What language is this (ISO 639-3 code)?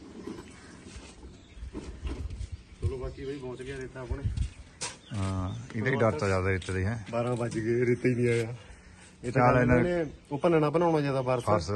pan